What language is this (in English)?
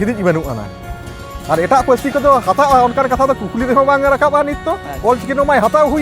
Santali